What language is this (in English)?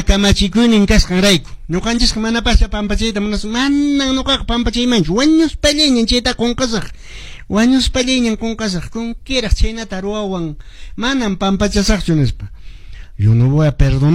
Quechua